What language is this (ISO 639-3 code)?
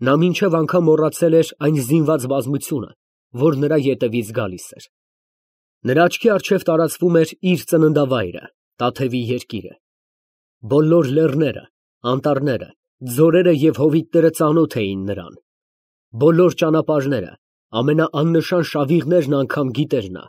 hye